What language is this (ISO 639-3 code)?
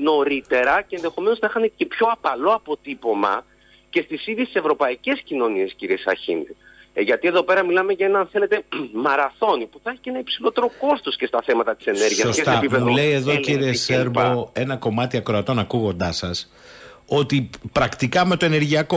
ell